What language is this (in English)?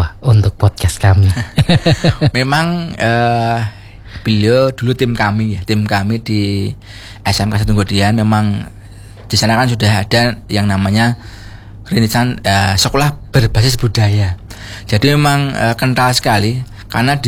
Indonesian